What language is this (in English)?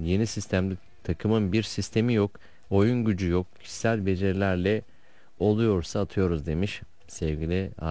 Turkish